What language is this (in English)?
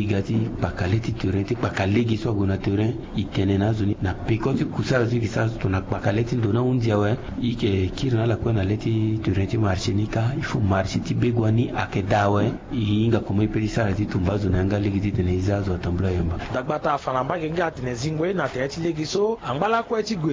Sango